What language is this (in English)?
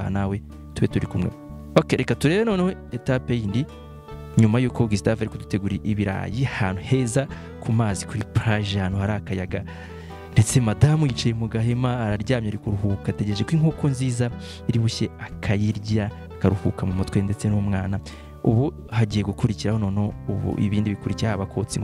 Kinyarwanda